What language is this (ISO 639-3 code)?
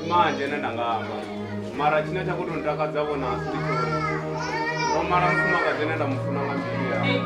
ven